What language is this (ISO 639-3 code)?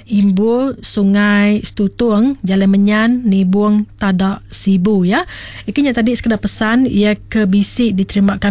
iba